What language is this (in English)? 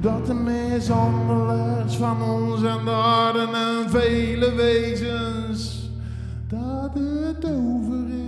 Zeelandic